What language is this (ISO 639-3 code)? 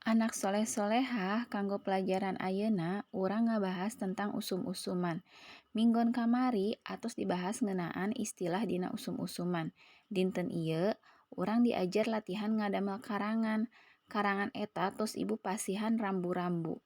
sun